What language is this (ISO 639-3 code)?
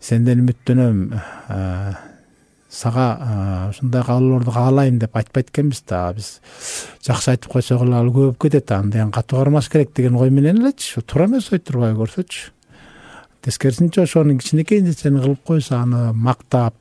kir